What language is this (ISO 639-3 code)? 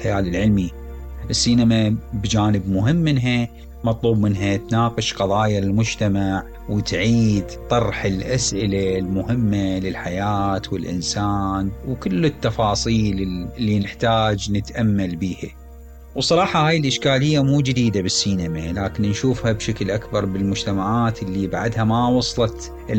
acm